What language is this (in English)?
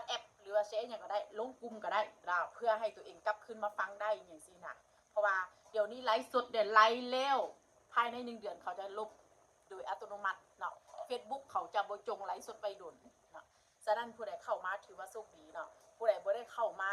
Northeastern Thai